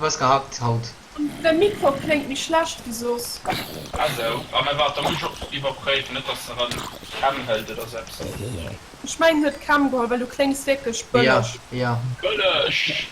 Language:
Luxembourgish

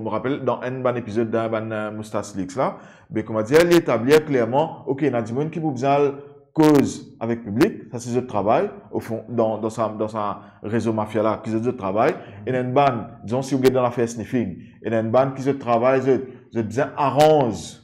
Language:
Morisyen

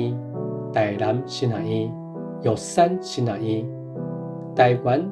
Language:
Min Nan Chinese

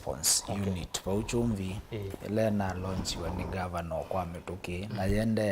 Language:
Kamba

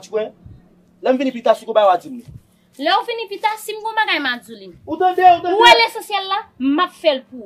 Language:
Haitian Creole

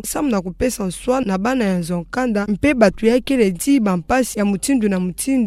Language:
Kituba (Democratic Republic of Congo)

